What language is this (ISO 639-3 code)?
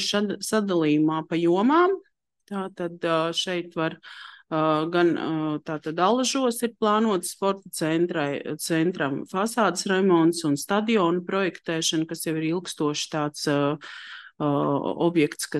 lav